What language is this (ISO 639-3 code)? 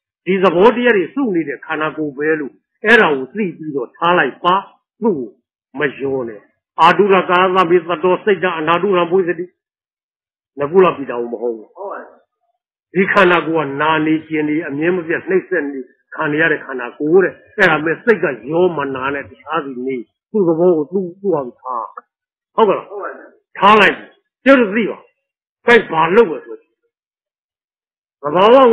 mya